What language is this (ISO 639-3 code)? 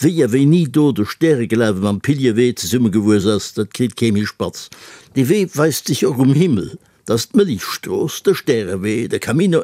ltz